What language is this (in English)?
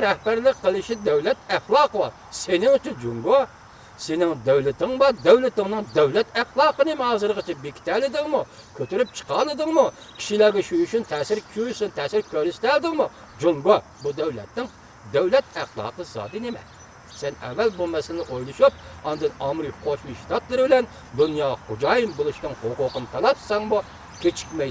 Uyghur